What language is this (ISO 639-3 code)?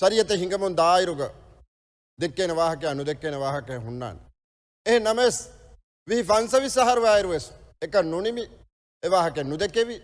div